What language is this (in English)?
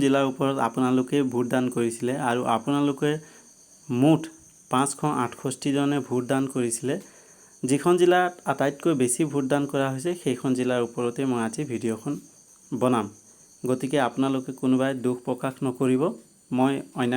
Assamese